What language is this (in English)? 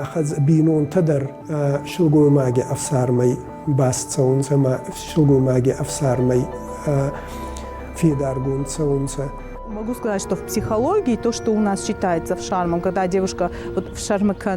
Ossetic